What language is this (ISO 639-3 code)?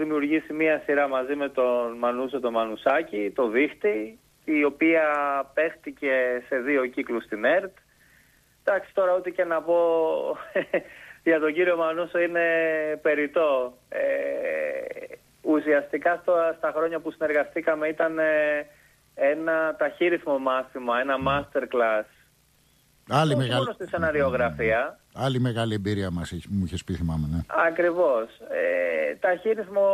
ell